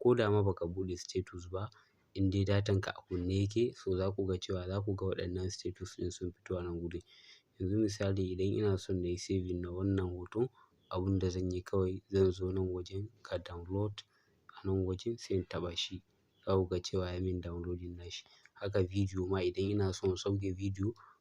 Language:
Hausa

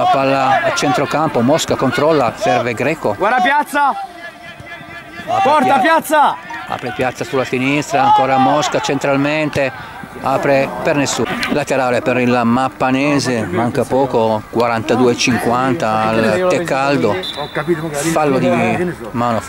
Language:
Italian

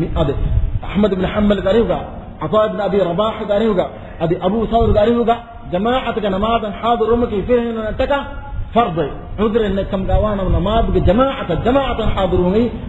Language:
Divehi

